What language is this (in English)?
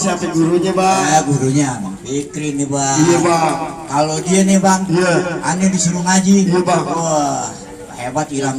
Betawi